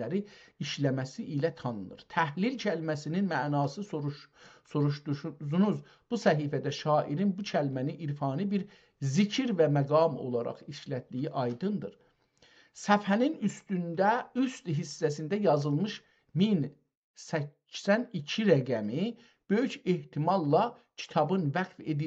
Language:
South Azerbaijani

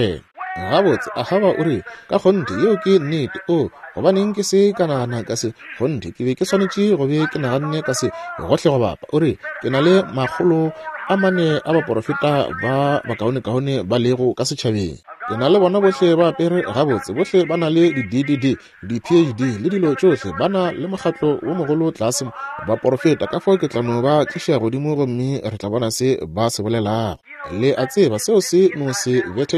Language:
Northern Sotho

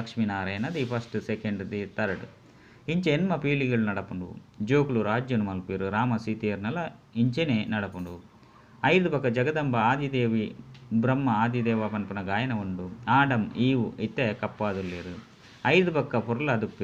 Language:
Tulu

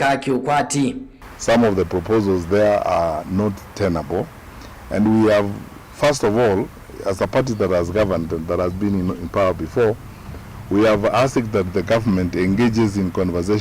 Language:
Kamba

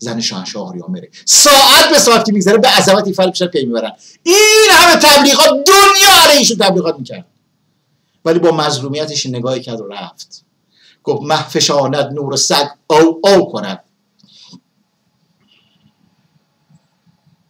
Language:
Persian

